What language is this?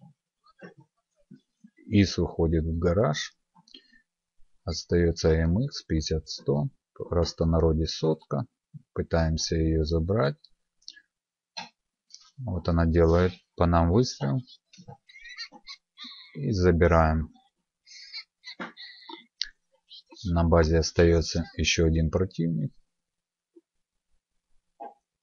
Russian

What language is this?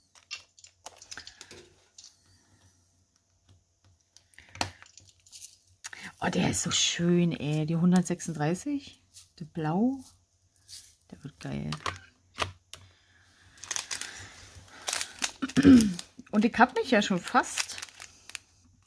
German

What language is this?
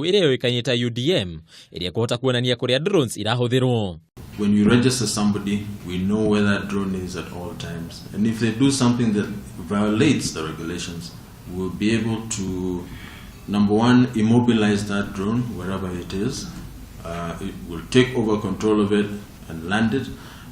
Kikuyu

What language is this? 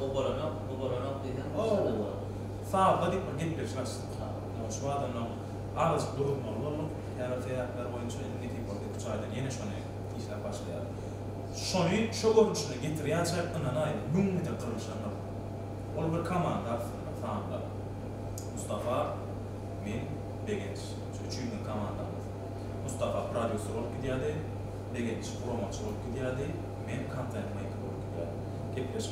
Turkmen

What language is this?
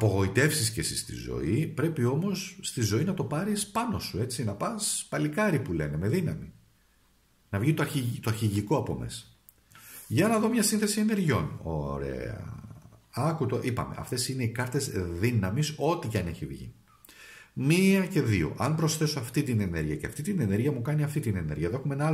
Greek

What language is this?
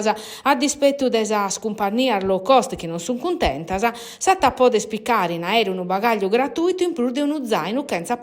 Sardinian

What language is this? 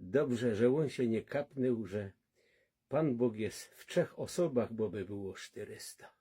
Silesian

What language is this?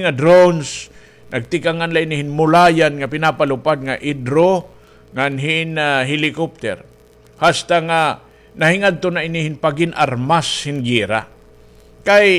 Waray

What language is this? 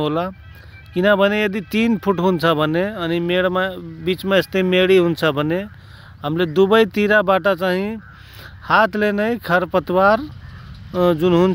Nepali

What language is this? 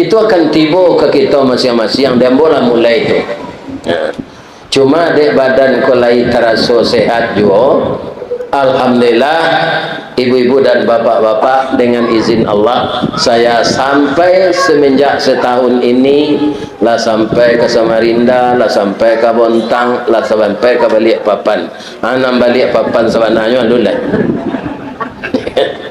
Minangkabau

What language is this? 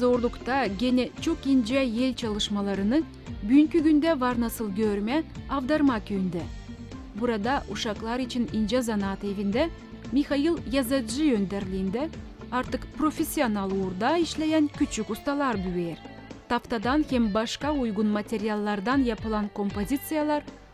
Gagauz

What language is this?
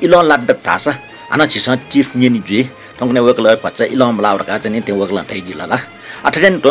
Newari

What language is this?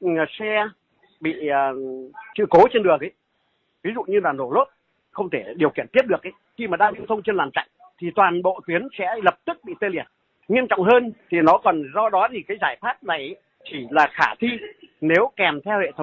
Vietnamese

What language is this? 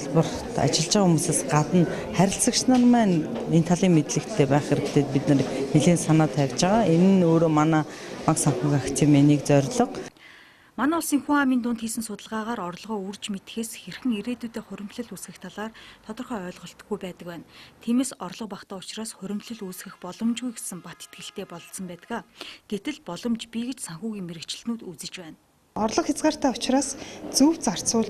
Mongolian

